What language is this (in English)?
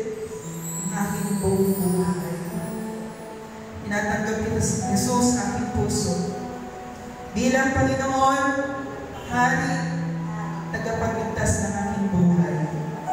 Filipino